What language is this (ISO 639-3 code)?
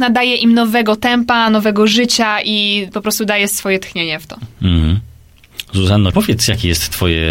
pol